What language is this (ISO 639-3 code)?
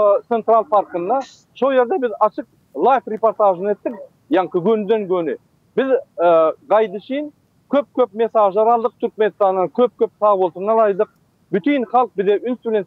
tuk